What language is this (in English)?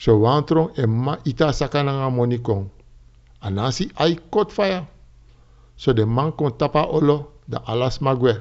Sranan Tongo